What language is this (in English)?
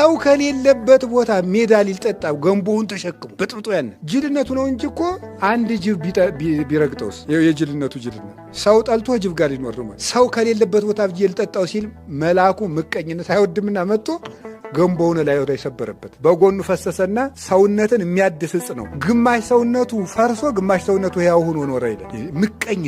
Amharic